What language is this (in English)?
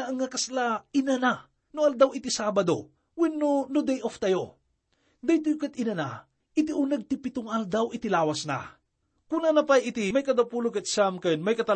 Iloko